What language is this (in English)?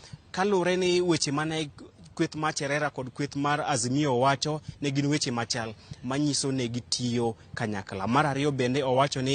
Luo (Kenya and Tanzania)